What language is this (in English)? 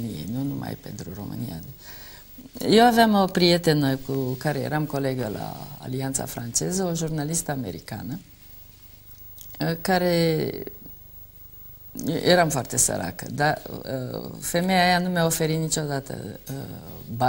Romanian